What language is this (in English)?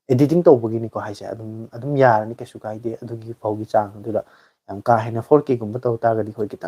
Manipuri